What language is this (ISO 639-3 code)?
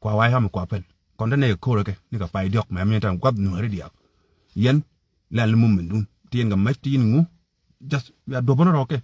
nus